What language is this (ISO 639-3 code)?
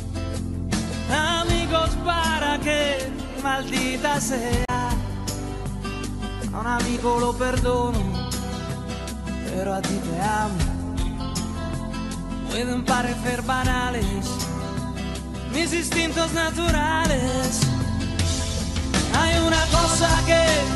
spa